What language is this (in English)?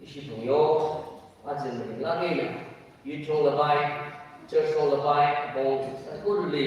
Tangkhul Naga (India)